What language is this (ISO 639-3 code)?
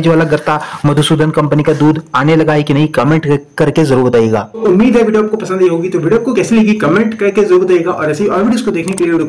hin